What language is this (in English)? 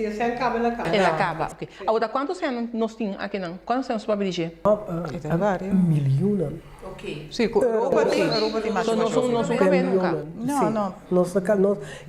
Papiamento